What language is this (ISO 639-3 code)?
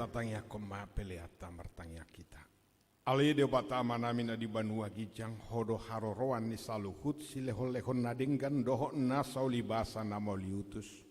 bbc